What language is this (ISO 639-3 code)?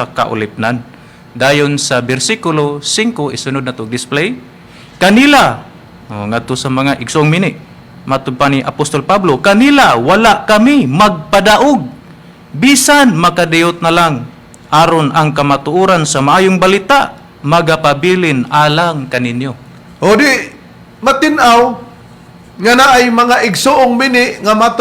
ceb